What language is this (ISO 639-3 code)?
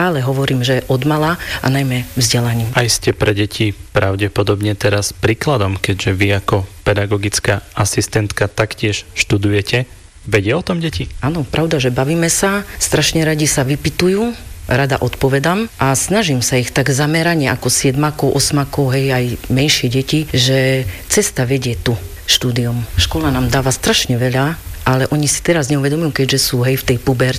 slk